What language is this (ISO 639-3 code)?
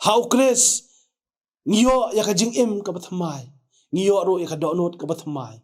kha